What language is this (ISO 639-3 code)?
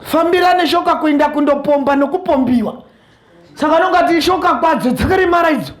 sna